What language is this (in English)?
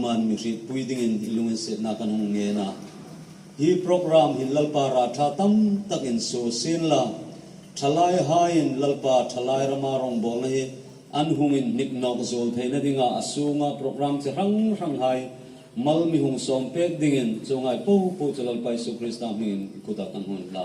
Hmar